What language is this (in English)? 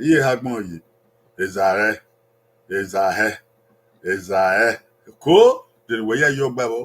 Bini